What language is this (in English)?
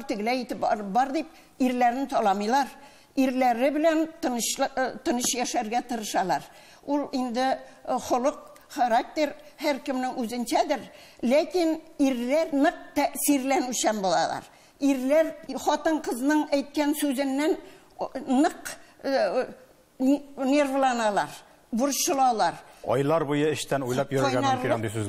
Tatar